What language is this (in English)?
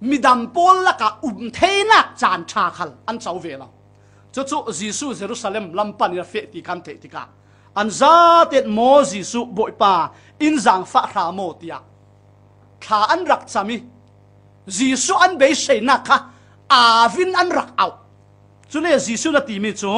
Falam Chin